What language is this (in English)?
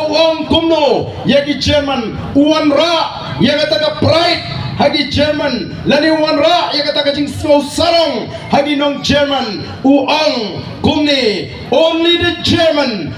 Khasi